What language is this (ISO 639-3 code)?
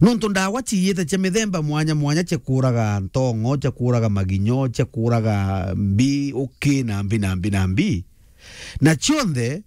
mer